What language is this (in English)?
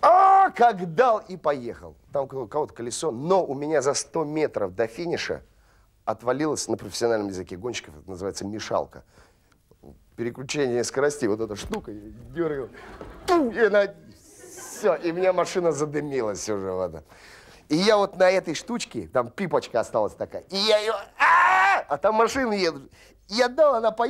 Russian